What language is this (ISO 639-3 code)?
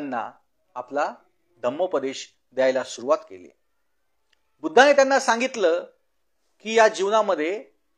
mar